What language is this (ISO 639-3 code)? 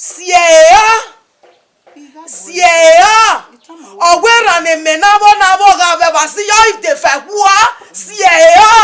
bin